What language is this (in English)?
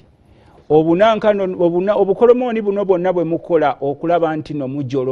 Ganda